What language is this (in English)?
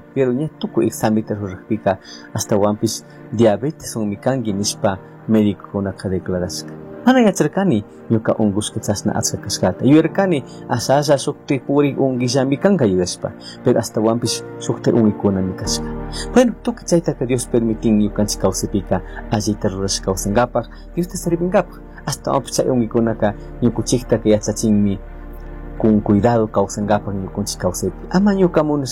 Chimborazo Highland Quichua